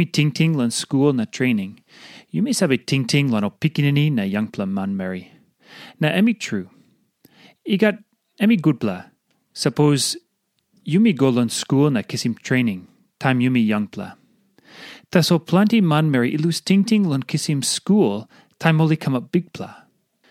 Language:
Tok Pisin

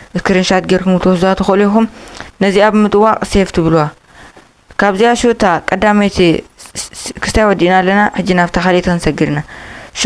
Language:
Tigrinya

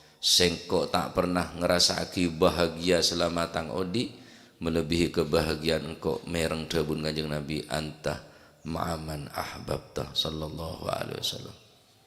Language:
Madurese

